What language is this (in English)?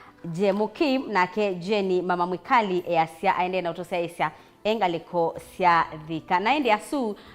Kamba